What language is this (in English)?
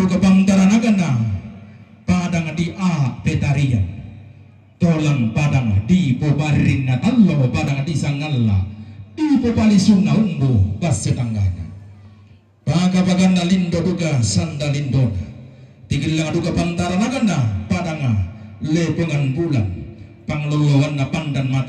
Toraja-Sa'dan